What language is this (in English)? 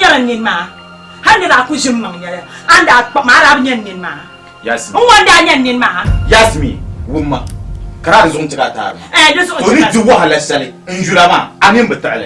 Dagbani